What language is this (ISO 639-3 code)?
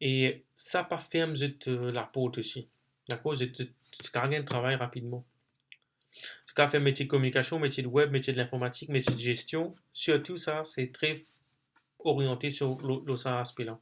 mfe